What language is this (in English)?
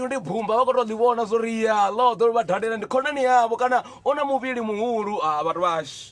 Venda